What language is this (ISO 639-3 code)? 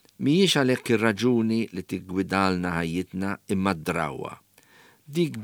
mlt